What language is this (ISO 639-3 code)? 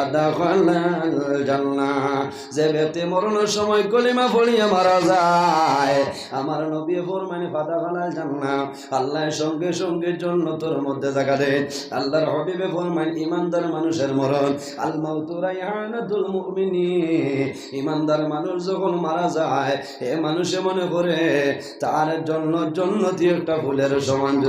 syl